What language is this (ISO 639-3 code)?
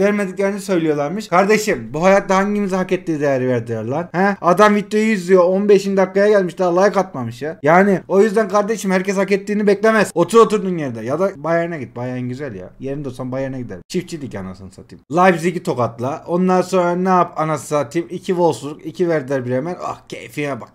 tur